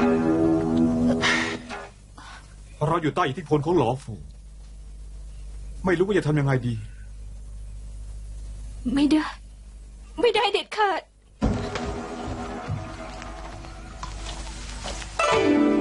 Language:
Thai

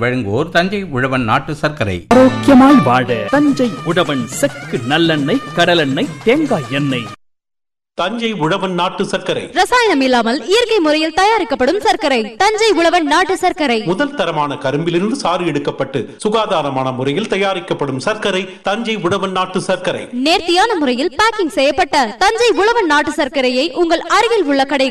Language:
Tamil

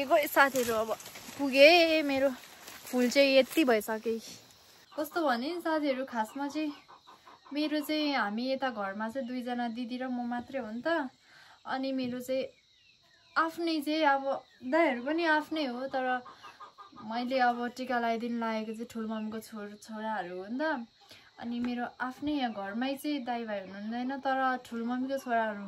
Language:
Nepali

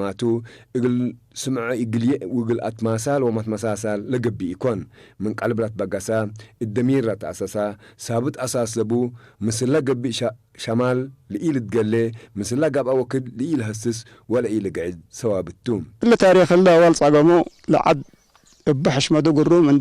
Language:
Tigre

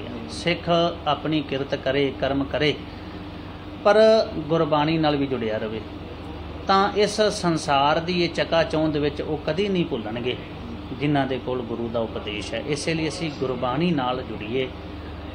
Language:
Punjabi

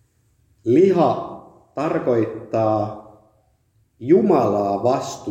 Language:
Finnish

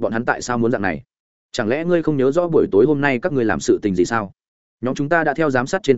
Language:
Vietnamese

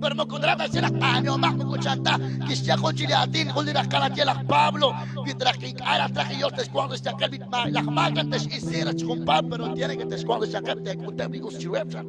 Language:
Kekchí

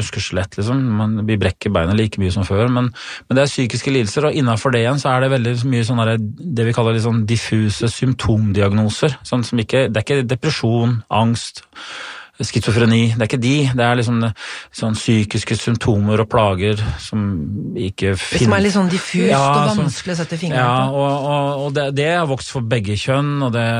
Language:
Norwegian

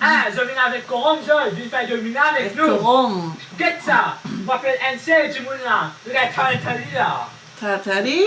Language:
Morisyen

